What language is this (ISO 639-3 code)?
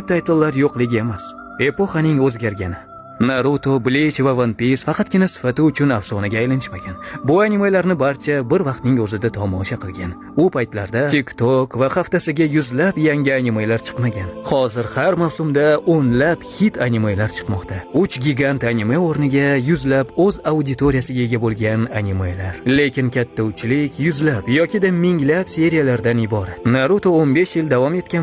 uzb